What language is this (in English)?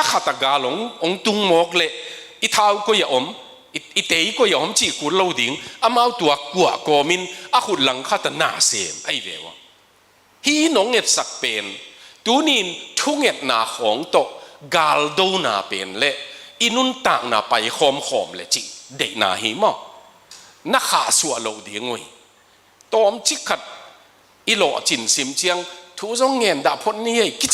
Tedim Chin